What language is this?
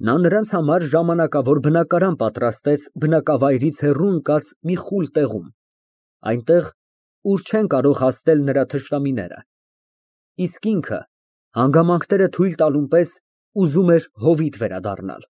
Armenian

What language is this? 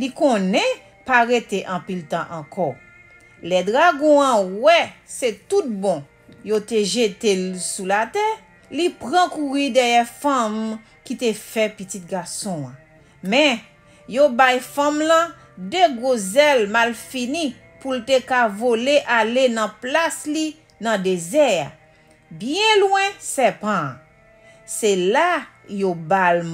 Haitian Creole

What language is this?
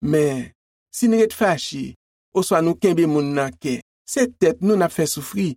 Haitian Creole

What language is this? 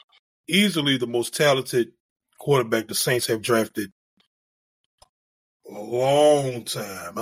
English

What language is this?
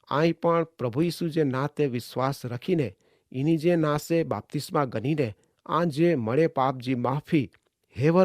Kachhi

